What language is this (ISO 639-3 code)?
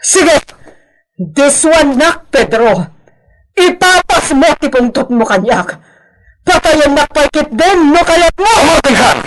ilo